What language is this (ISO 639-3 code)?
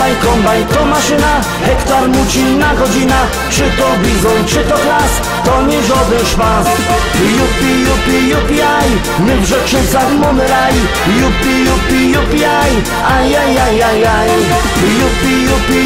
szl